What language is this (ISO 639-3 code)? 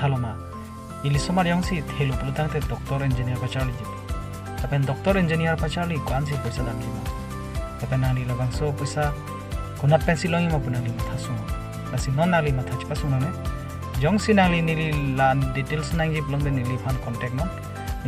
mjw